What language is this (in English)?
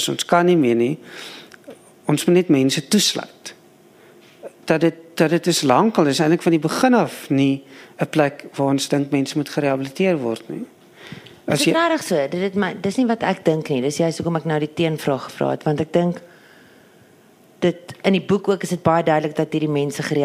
Afrikaans